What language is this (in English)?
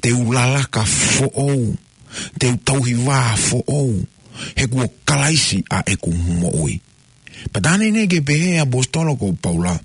Tongan